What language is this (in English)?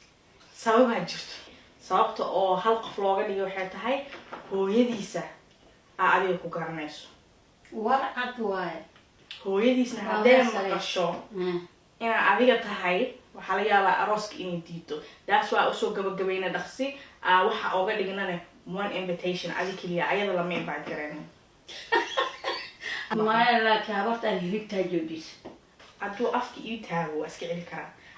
Somali